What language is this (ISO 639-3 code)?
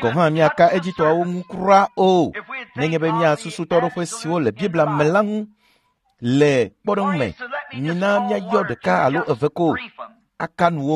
ewe